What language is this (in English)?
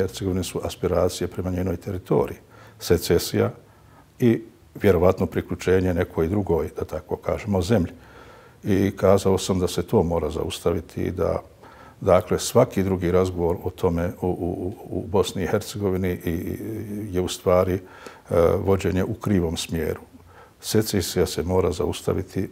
Bosnian